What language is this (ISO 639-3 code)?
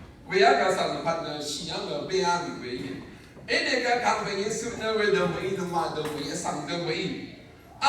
raw